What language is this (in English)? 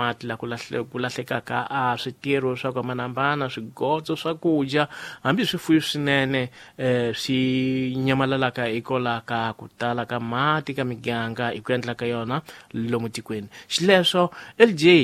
Tsonga